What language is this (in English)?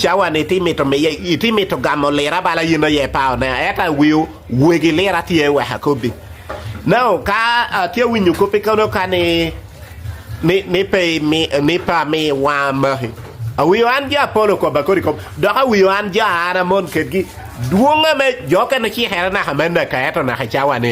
Acoli